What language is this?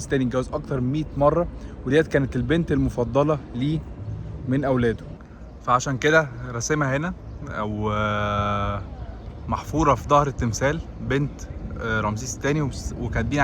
Egyptian Arabic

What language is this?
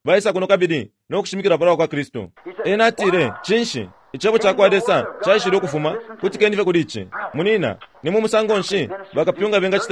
Bemba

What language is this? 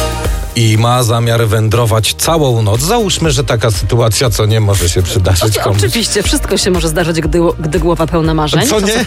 Polish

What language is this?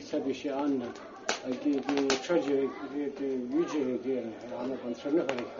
Abkhazian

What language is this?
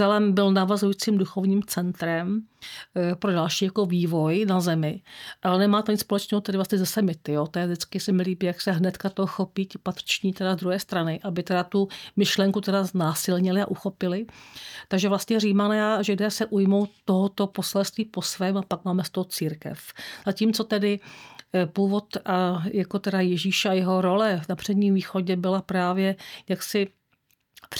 Czech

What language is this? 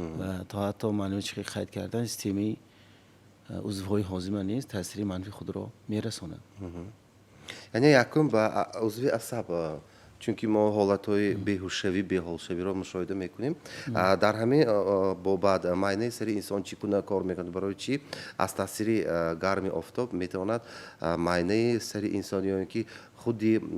Tajik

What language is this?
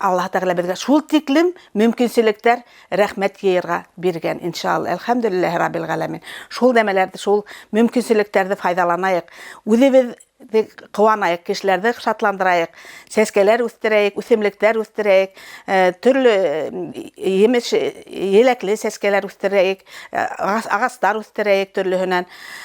Bashkir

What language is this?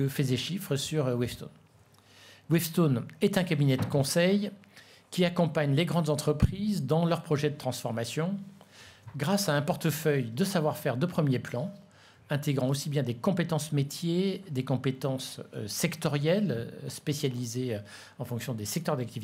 French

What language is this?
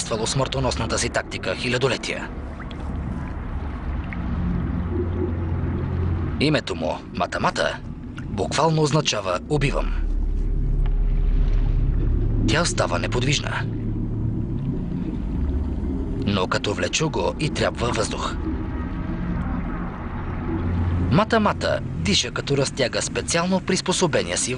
Bulgarian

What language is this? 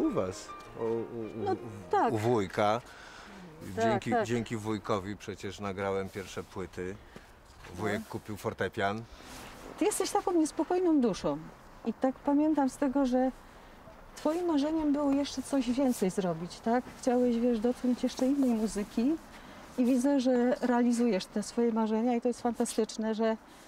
Polish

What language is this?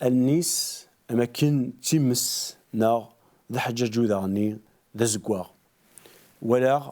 Kabyle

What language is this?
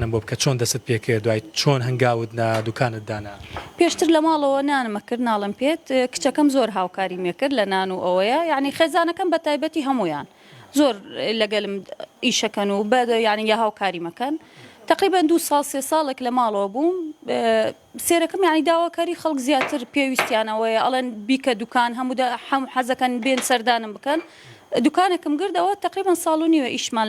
Central Kurdish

